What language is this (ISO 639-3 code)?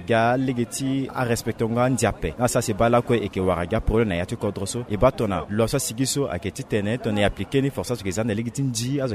sag